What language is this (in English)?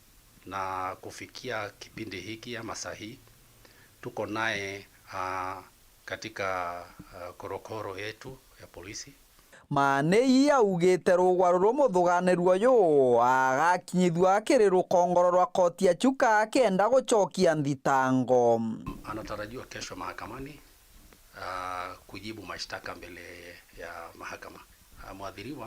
Meru